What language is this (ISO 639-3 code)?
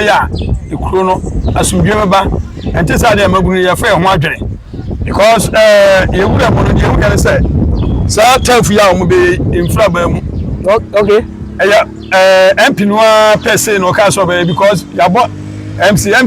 aka